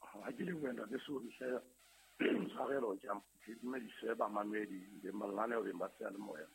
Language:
Southern Sotho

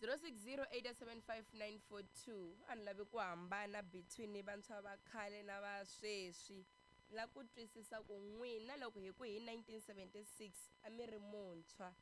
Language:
Tsonga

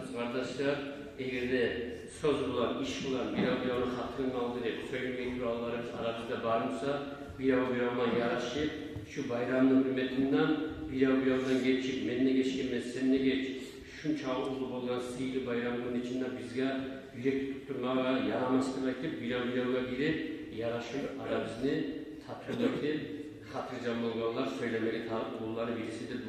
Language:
Kumyk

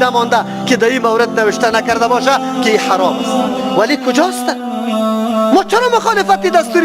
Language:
Persian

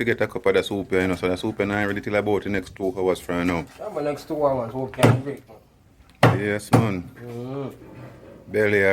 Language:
Jamaican Creole English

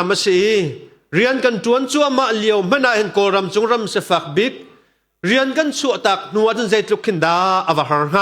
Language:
Hakha Chin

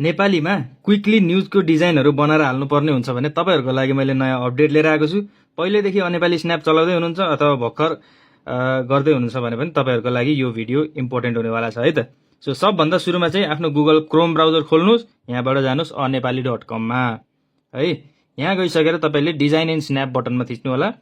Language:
Nepali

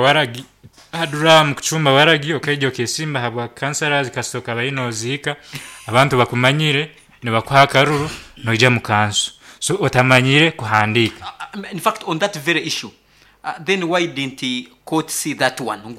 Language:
Nyankole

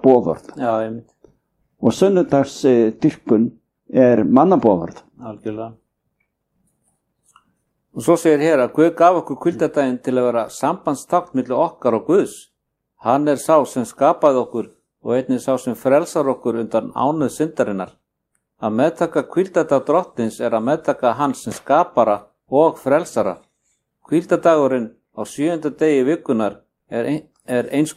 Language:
Icelandic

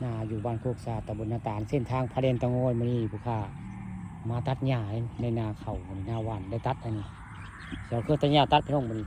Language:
Northeastern Thai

